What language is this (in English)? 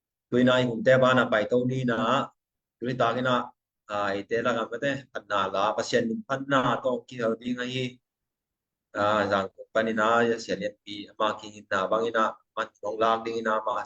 Tedim Chin